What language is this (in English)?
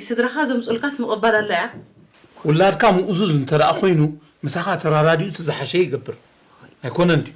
Tigrinya